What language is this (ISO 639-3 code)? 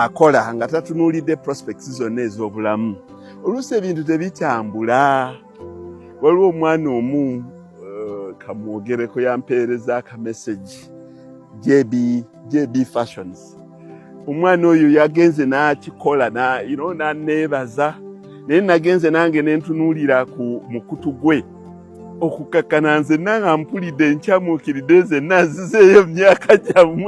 lug